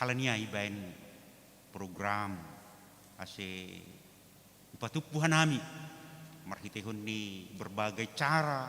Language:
Batak Simalungun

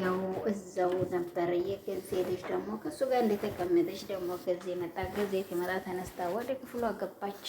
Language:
Amharic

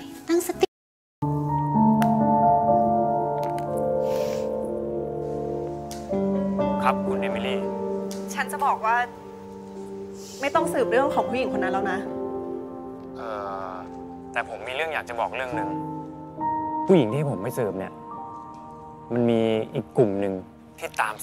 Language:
Thai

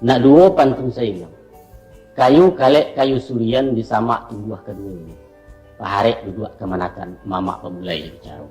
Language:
Minangkabau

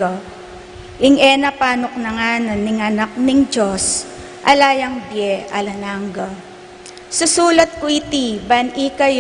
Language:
Pampanga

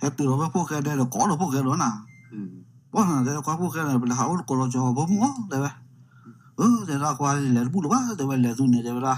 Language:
S'gaw Karen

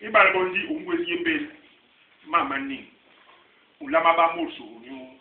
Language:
Basaa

